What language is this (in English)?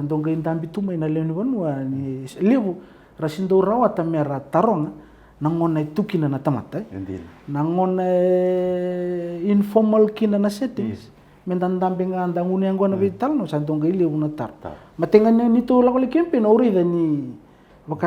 Fijian